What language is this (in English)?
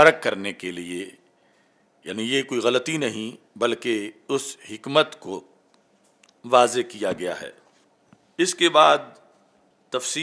Urdu